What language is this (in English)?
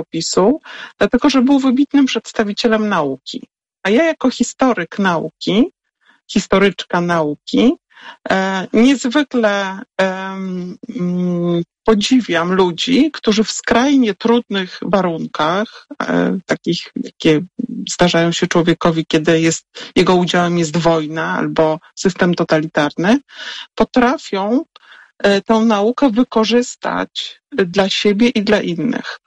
Polish